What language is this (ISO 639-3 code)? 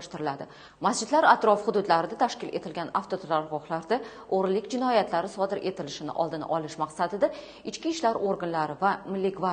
uzb